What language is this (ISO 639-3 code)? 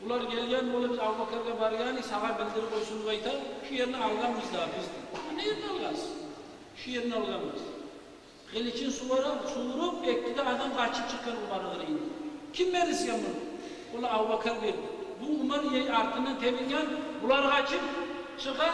kum